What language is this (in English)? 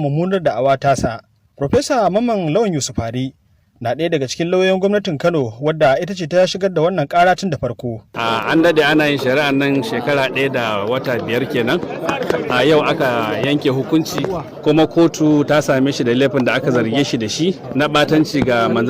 Hausa